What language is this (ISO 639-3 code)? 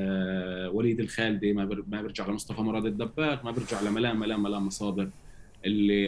apc